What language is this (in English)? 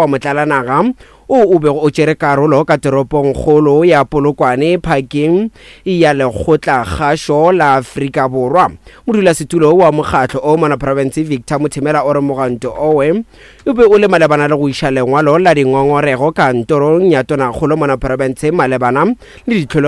Northern Sotho